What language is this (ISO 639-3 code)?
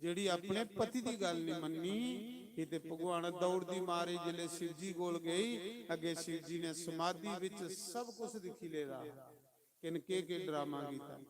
doi